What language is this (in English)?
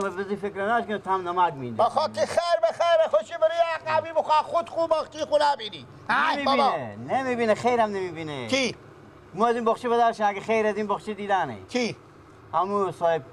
Persian